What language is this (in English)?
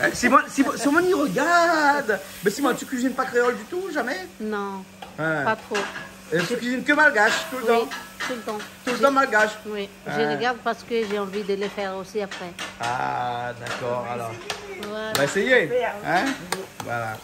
Réunion Creole French